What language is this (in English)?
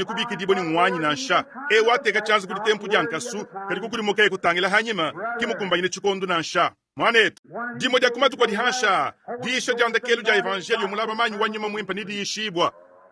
Luba-Lulua